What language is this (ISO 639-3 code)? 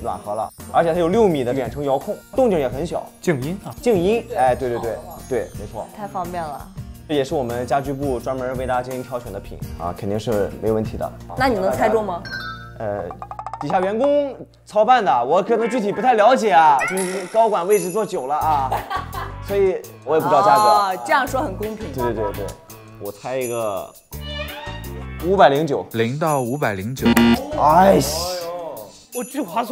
zho